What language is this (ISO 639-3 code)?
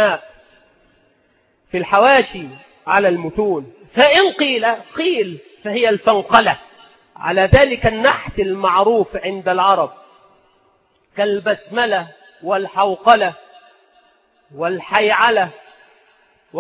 ara